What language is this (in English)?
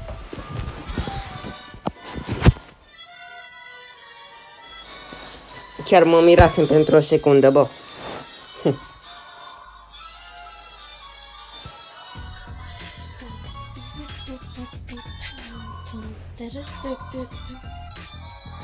Romanian